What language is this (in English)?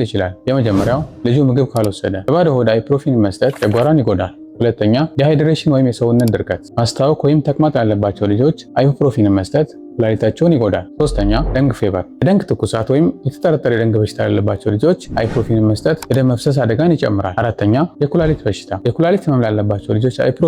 Amharic